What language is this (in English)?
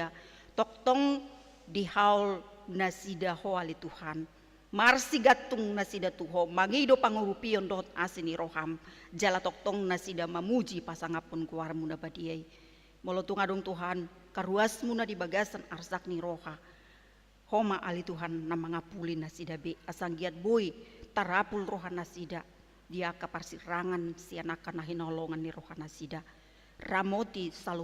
Batak Toba